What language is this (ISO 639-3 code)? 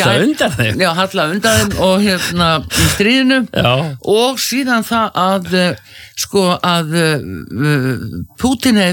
isl